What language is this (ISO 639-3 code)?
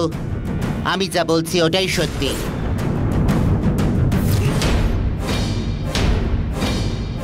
ben